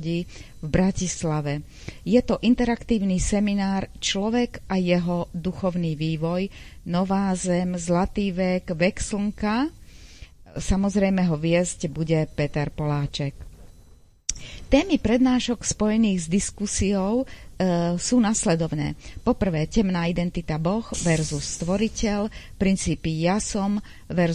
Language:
Slovak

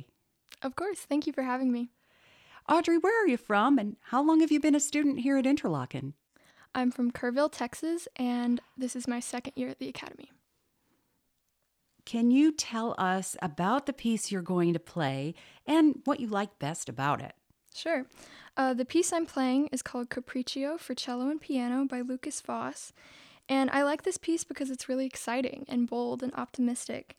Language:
English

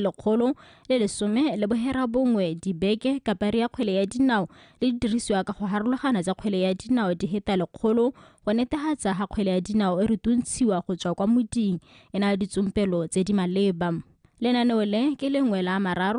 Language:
Tswana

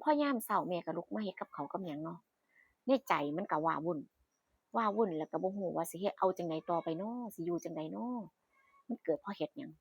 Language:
Northeastern Thai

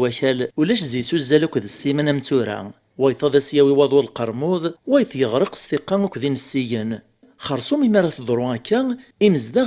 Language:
Kabyle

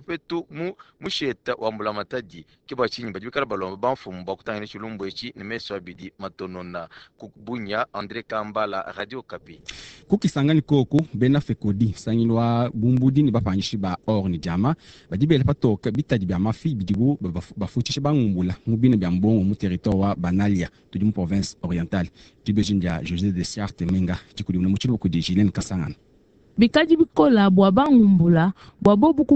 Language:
Luba-Lulua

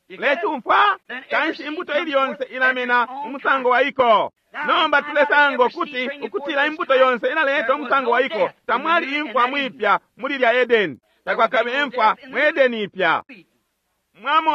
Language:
Bemba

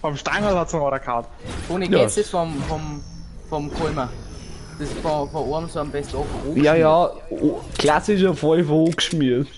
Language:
Bavarian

